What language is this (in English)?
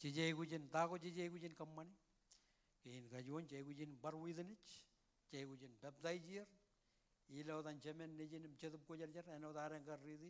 Marshallese